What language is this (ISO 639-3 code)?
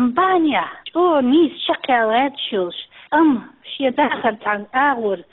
che